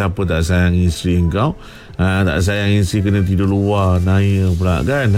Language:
Malay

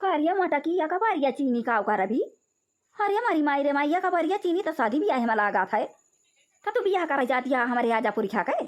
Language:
Awadhi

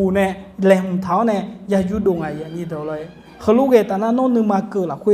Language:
Akha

